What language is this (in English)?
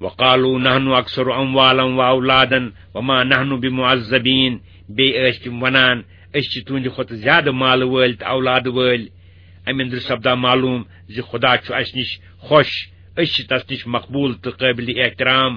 Kashmiri